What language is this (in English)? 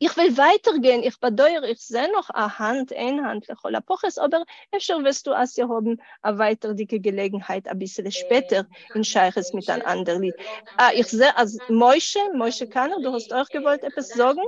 Yiddish